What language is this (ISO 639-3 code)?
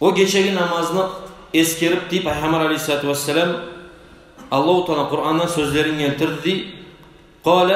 kum